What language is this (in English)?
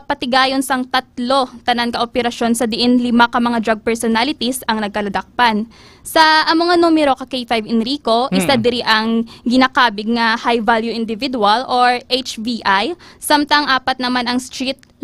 Hiligaynon